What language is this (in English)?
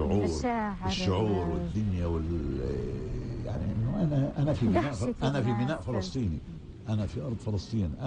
North Levantine Arabic